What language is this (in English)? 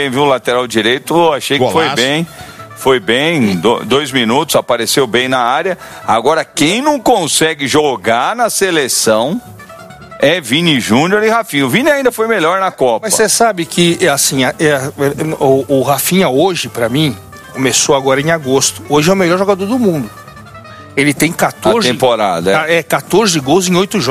Portuguese